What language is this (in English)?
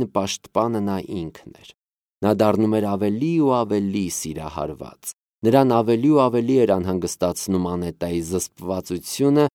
Armenian